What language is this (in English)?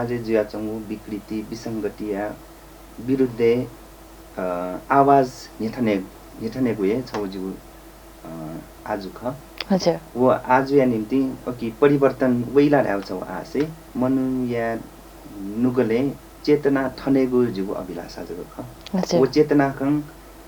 Newari